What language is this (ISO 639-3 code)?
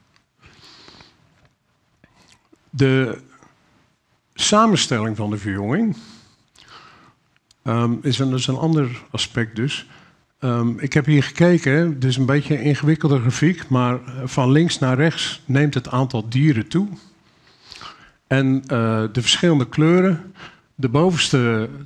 nld